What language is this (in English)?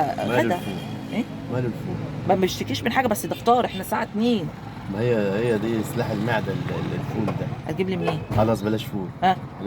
Egyptian Arabic